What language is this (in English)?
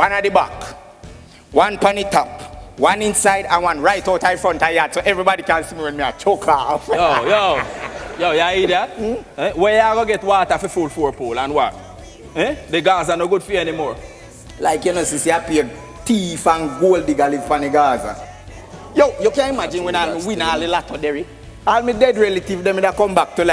Jamaican Creole English